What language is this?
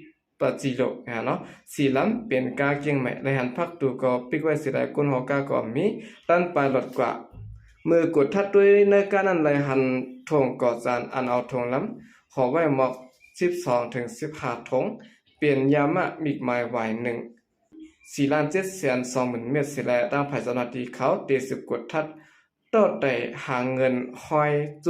Shan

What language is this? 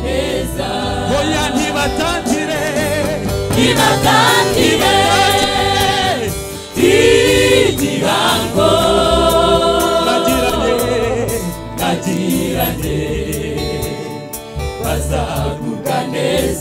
Kinyarwanda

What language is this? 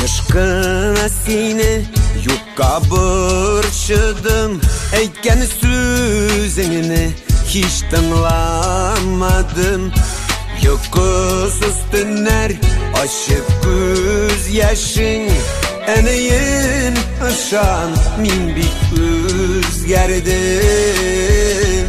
Bashkir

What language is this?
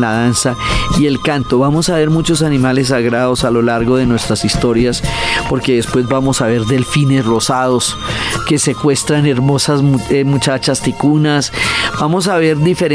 Spanish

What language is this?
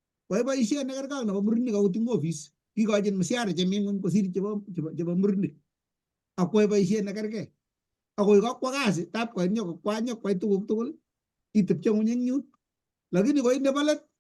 Kalenjin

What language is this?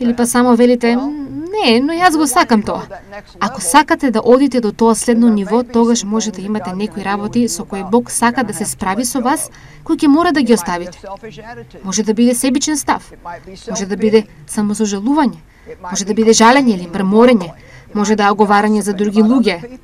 Macedonian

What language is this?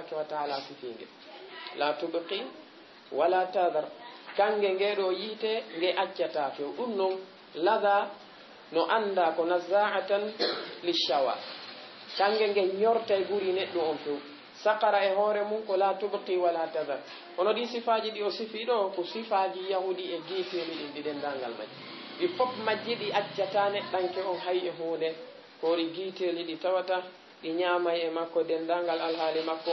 Fula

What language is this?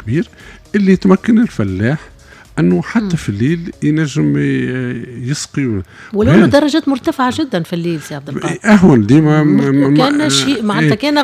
Tunisian Arabic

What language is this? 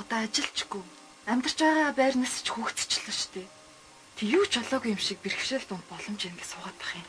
Mongolian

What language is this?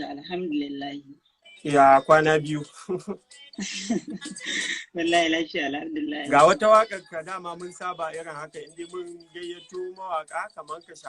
Hausa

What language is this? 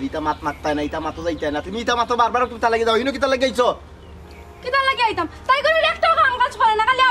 Sylheti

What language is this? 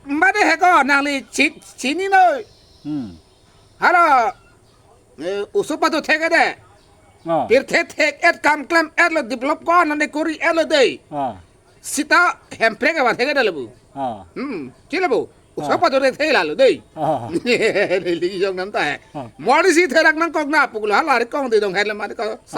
Karbi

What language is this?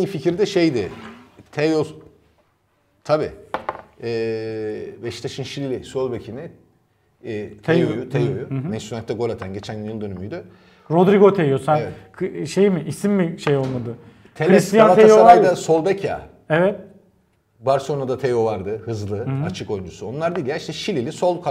Turkish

